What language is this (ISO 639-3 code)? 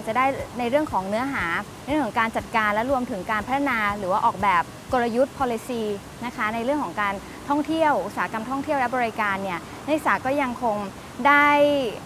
tha